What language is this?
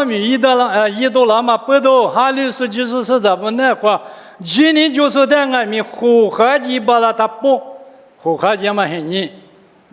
Lisu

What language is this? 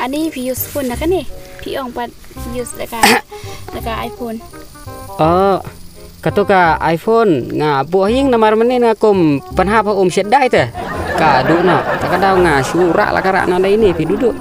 Khasi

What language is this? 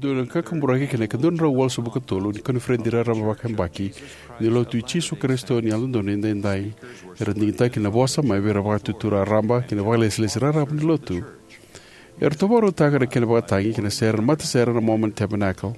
Fijian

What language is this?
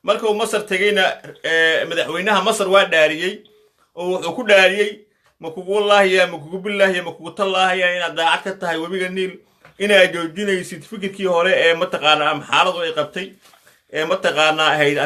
Somali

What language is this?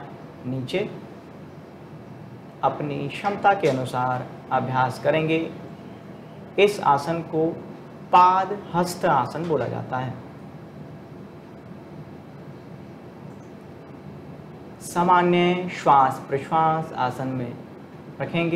Hindi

